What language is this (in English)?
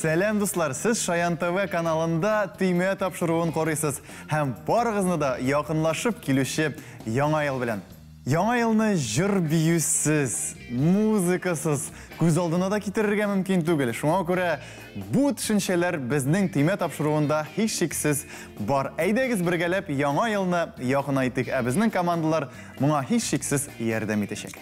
Tatar